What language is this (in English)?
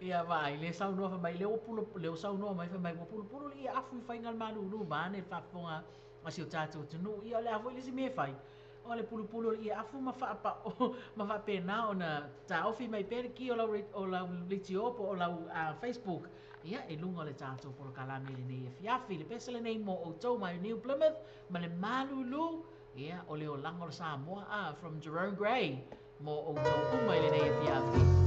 Samoan